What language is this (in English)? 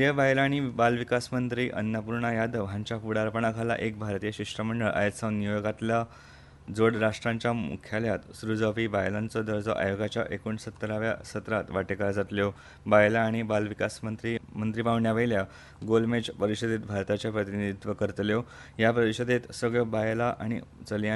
Konkani